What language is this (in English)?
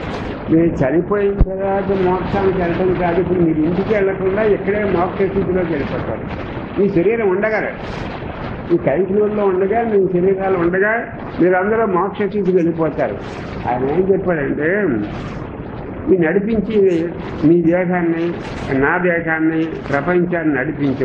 Telugu